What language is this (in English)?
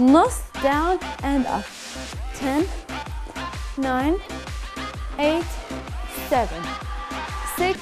South Levantine Arabic